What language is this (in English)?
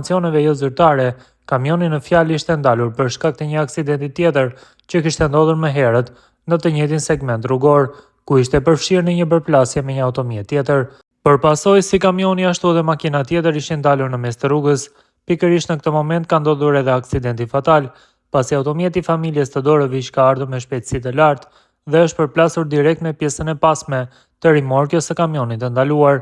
Albanian